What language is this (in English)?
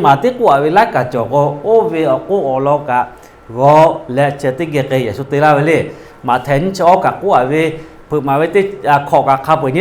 Lahu